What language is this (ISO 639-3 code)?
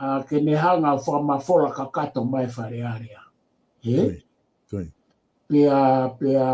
ton